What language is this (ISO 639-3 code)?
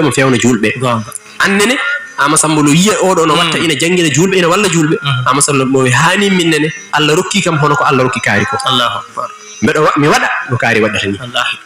ful